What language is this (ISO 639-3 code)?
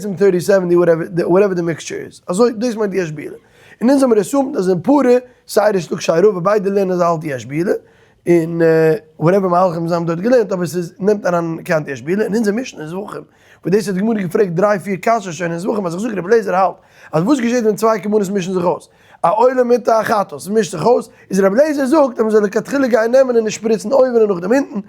yid